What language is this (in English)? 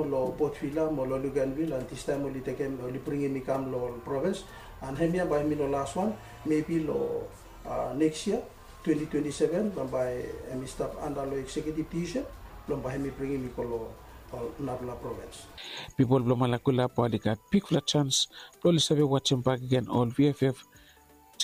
Bislama